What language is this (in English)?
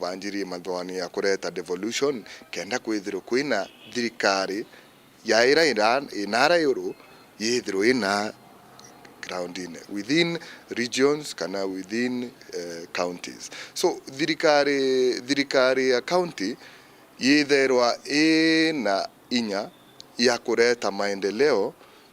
Meru